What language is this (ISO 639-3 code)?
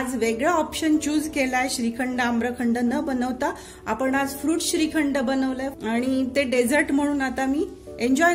mar